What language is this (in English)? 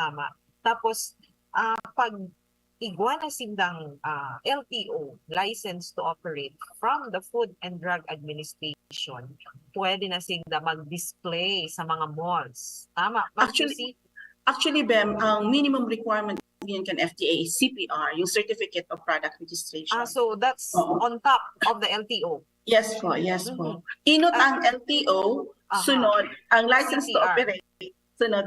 Bikol